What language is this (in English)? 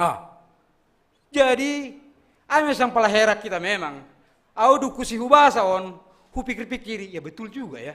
Batak Simalungun